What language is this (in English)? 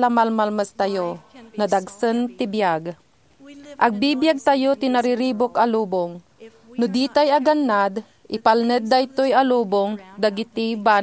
Iloko